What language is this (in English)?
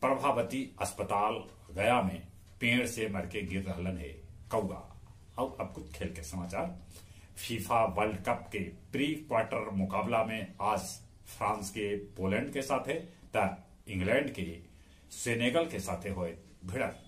Magahi